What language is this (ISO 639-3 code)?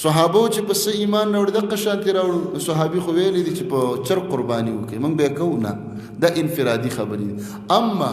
pus